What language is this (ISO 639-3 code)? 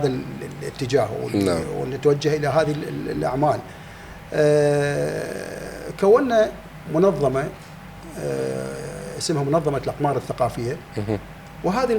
acm